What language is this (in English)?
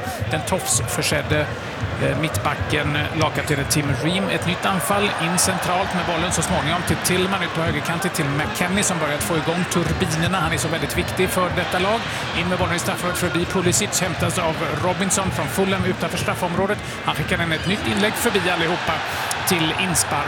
Swedish